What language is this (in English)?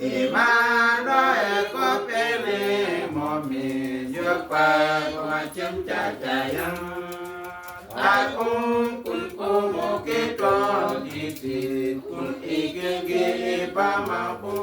Uduk